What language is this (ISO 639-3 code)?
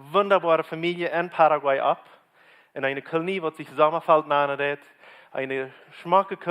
pdt